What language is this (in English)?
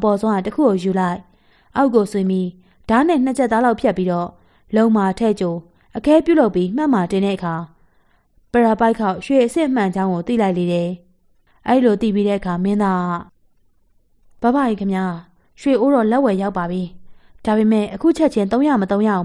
Burmese